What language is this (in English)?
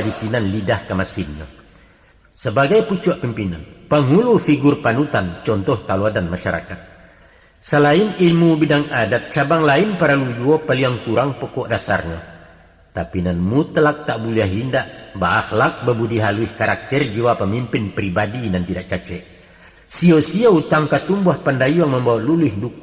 Minangkabau